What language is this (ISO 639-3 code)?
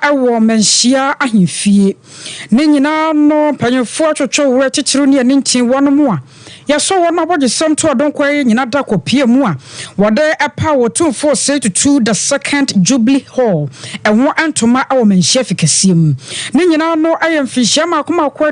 aka